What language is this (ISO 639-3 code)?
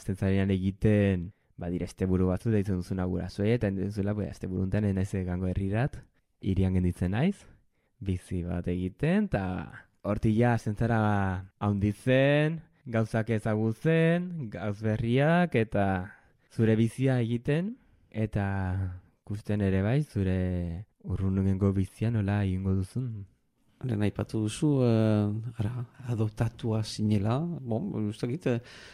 eus